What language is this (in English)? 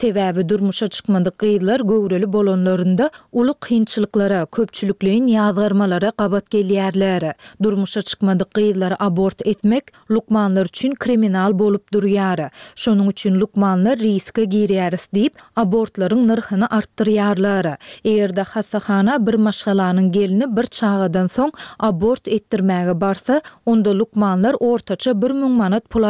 Turkmen